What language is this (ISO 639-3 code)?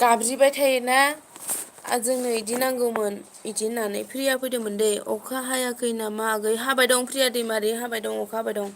brx